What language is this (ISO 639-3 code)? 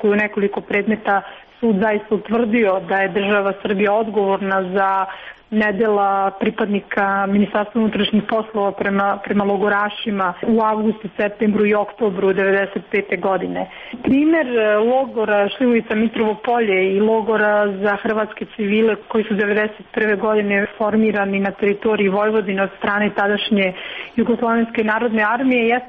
srp